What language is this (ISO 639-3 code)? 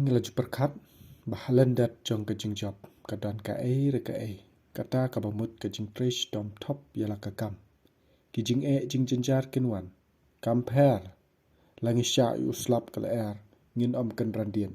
kha